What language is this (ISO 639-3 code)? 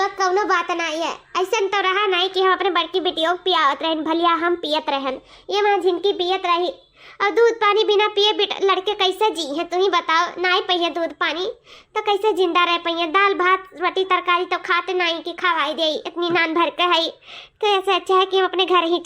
awa